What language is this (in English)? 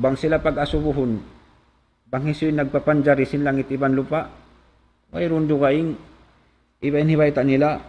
Tausug